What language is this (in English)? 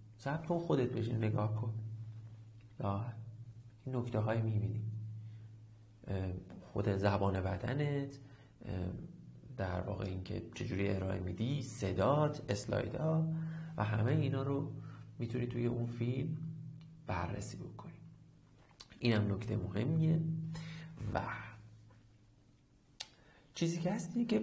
Persian